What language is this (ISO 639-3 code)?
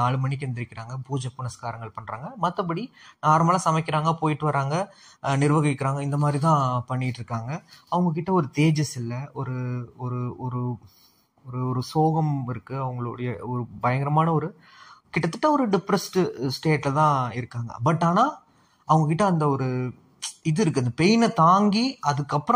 tam